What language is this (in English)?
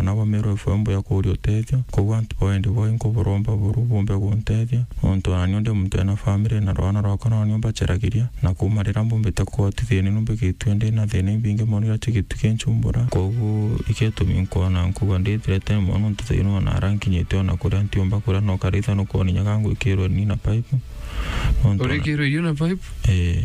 Meru